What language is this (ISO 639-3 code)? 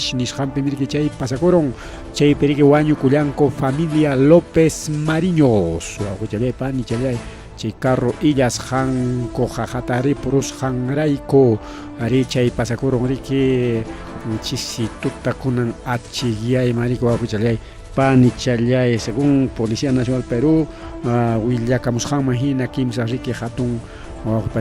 quy